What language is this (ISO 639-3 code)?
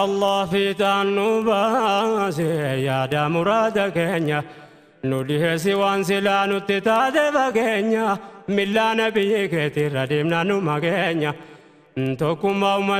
orm